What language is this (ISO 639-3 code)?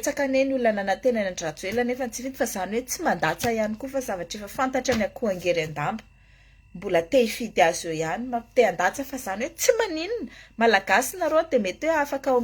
mlg